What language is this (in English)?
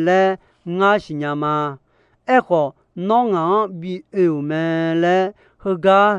Akha